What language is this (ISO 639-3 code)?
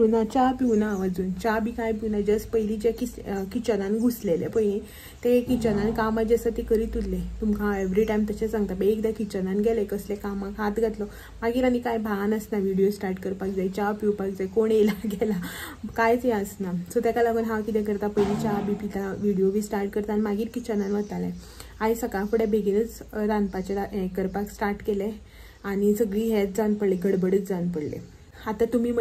kok